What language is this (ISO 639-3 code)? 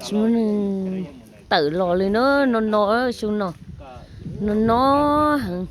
hmn